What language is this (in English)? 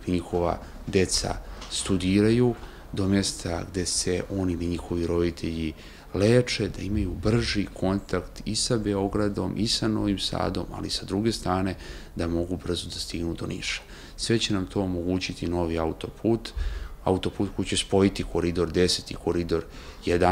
Serbian